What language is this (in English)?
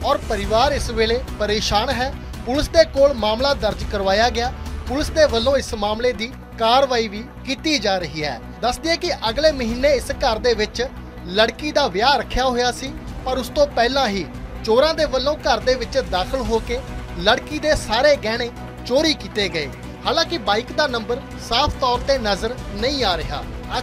Punjabi